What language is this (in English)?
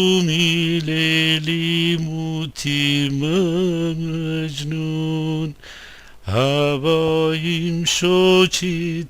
Gilaki